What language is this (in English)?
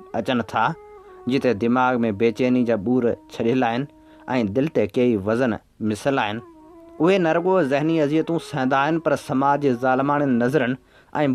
Sindhi